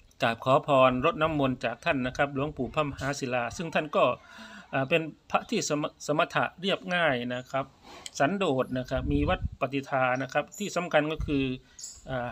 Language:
Thai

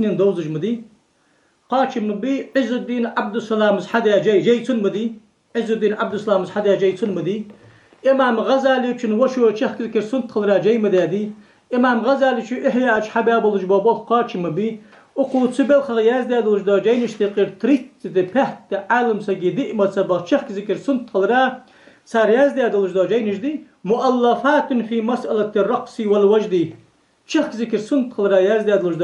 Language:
Ingush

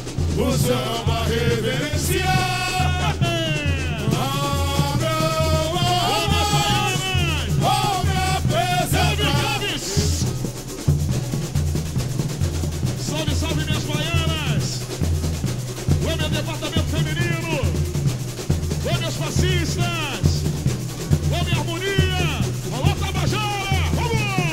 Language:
Portuguese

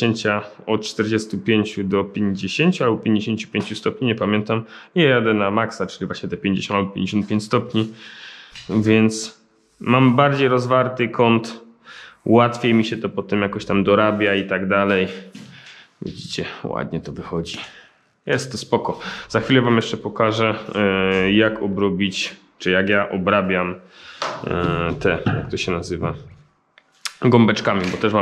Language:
Polish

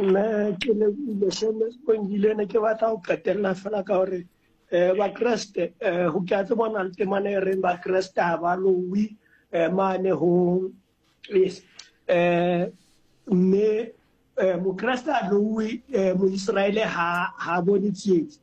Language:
Southern Sotho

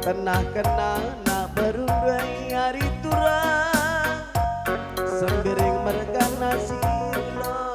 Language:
Batak Karo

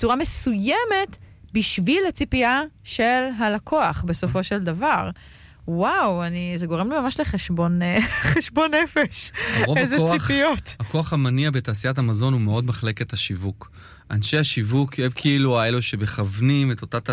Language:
Hebrew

